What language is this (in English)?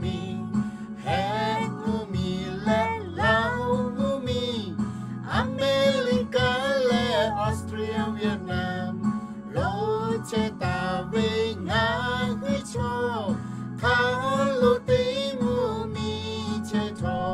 Lahu